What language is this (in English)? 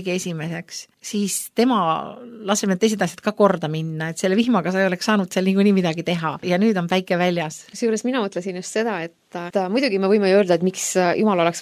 Estonian